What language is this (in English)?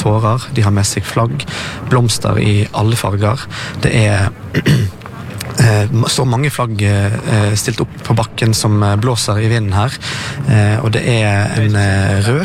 Norwegian